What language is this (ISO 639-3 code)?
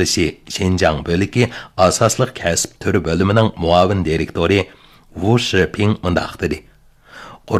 uig